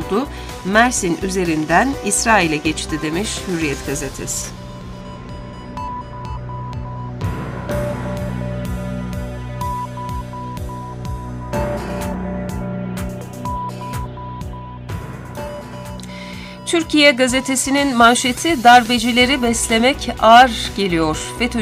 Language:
Turkish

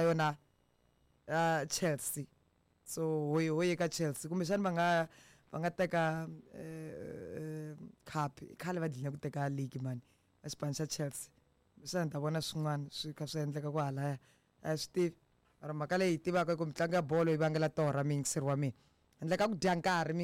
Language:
Tsonga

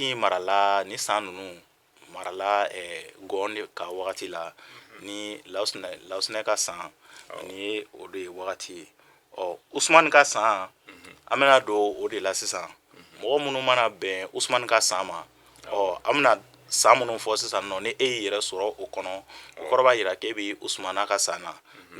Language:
Bambara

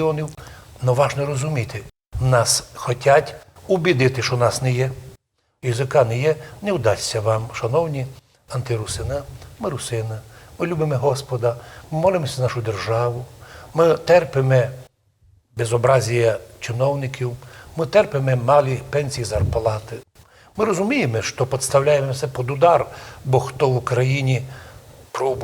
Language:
Rusyn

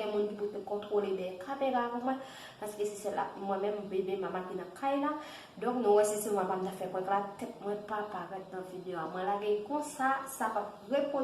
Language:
Haitian Creole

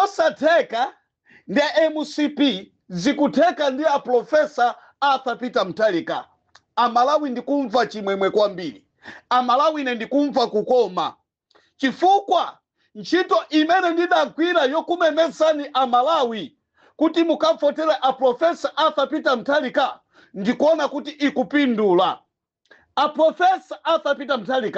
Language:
Nyanja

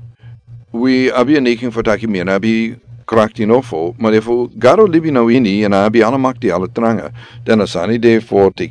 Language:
Sranan Tongo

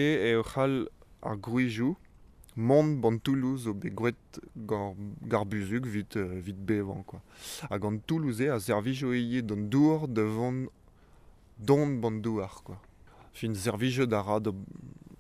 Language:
Breton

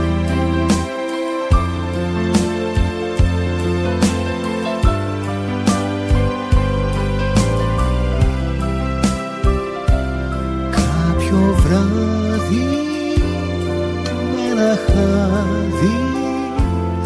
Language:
Greek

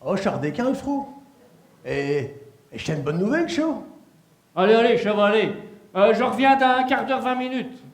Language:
Picard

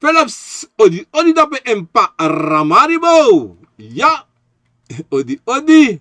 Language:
Sranan Tongo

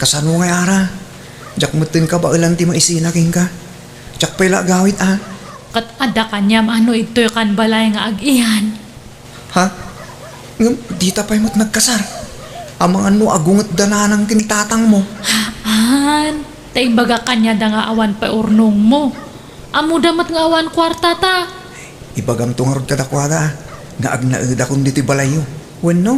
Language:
Iloko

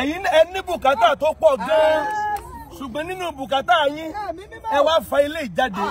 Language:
Yoruba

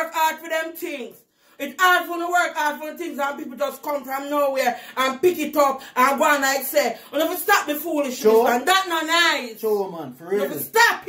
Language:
Jamaican Creole English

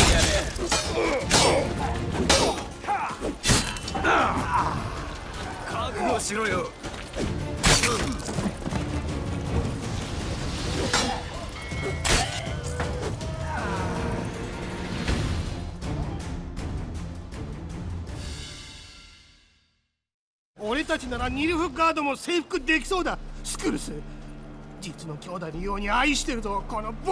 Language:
Japanese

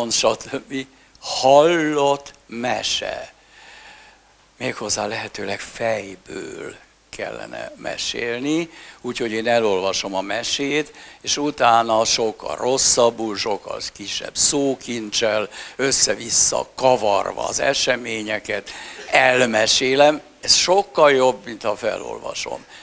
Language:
Hungarian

